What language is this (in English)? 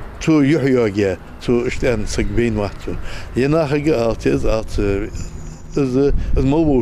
Ingush